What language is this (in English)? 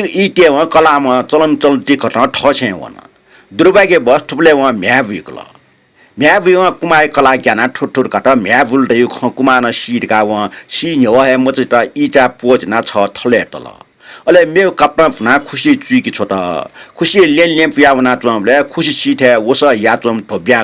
Newari